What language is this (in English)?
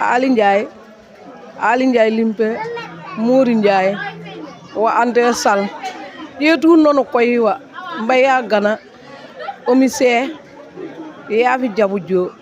Wolof